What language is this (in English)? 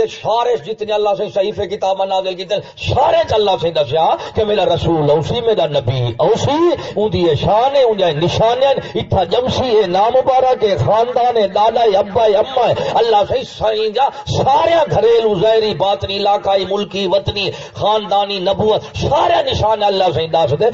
Saraiki